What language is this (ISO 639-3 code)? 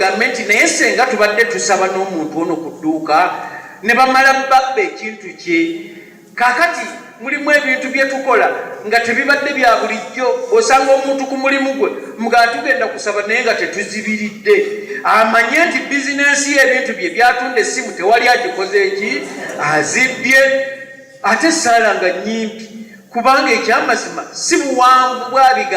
lug